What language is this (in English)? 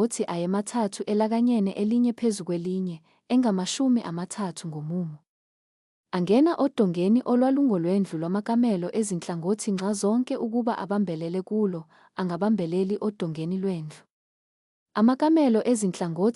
Zulu